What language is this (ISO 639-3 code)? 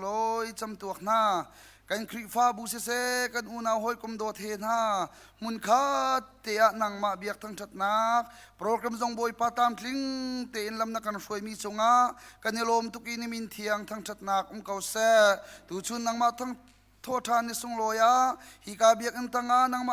cnh